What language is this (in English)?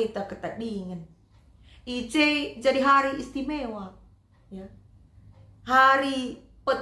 Batak Karo